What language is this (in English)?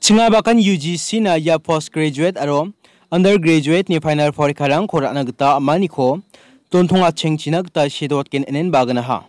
Garo